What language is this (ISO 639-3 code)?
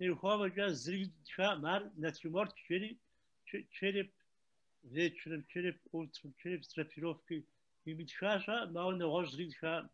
kbd